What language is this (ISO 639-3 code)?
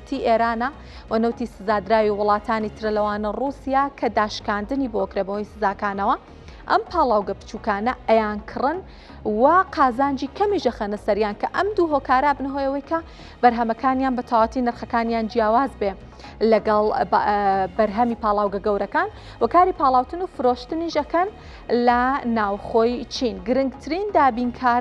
ckb